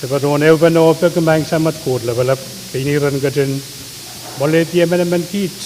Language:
Pohnpeian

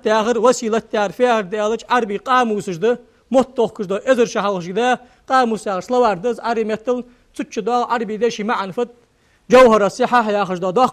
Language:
Ingush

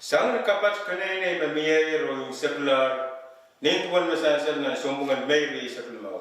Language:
Pohnpeian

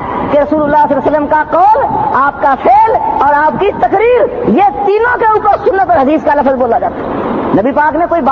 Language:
Urdu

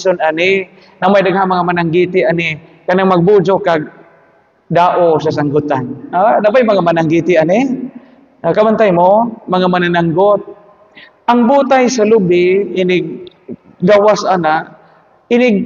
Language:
Cebuano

